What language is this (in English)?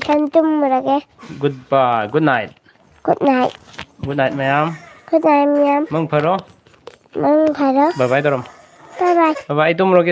Manipuri